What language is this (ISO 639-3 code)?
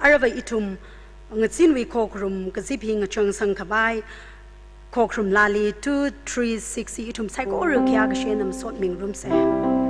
nmf